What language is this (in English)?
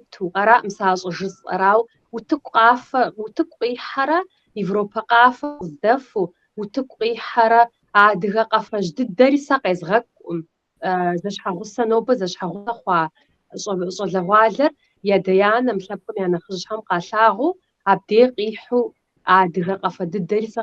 Kabardian